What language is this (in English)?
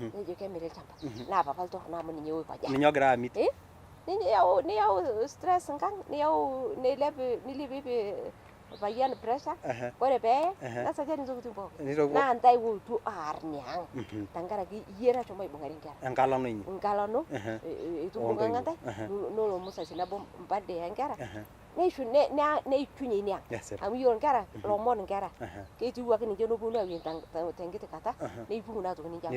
Masai